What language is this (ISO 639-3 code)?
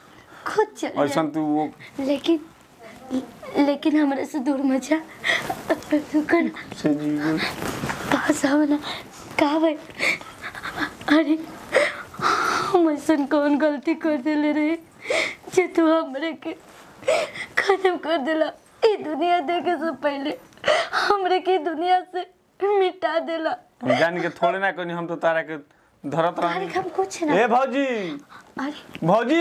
bho